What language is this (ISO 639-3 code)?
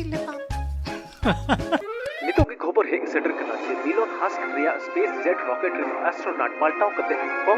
sat